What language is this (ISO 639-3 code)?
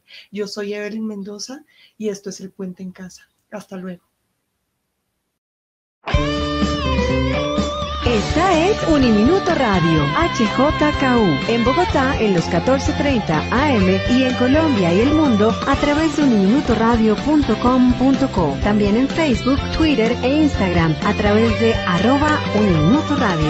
spa